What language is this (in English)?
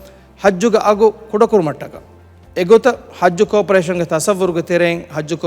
Divehi